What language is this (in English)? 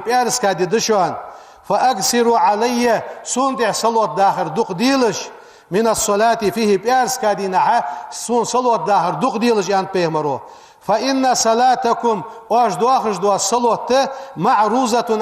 Ingush